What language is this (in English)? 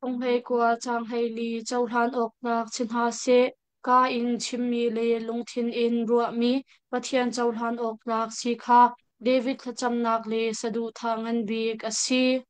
Hakha Chin